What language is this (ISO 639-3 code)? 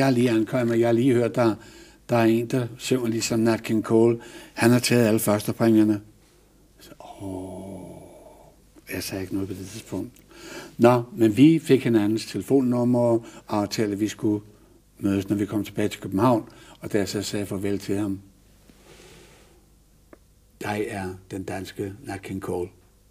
dan